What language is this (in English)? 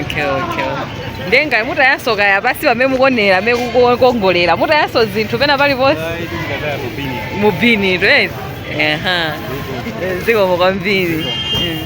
Nyanja